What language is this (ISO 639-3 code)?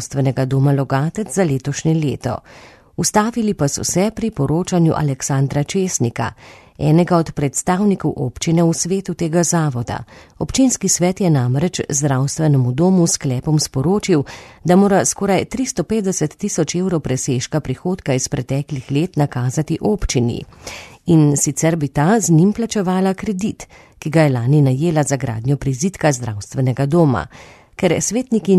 slv